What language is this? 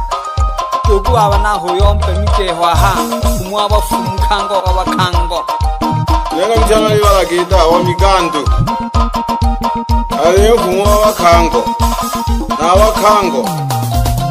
Swahili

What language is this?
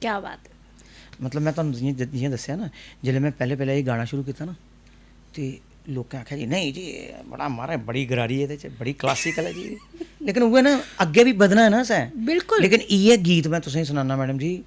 Dogri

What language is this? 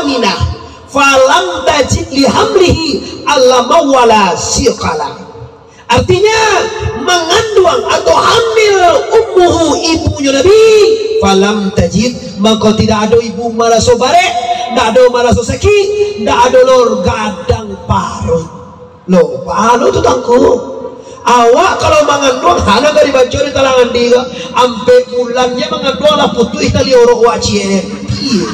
Minangkabau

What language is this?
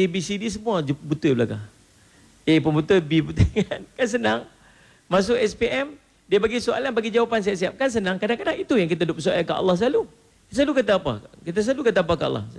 Malay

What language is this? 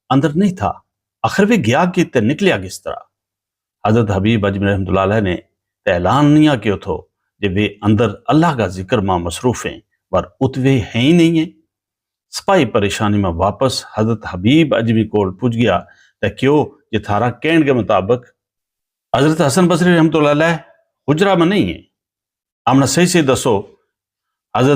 Gujari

